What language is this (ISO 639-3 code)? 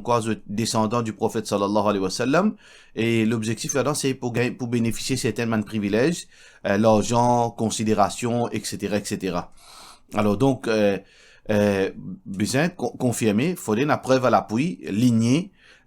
mfe